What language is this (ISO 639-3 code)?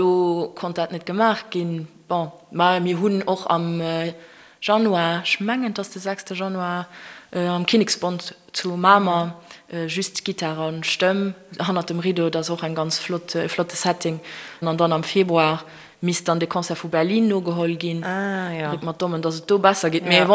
ltz